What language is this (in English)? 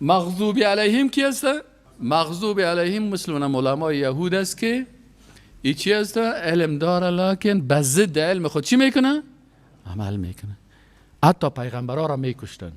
Persian